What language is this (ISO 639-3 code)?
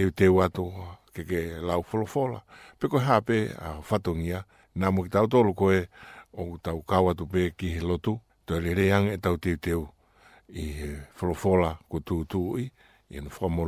ton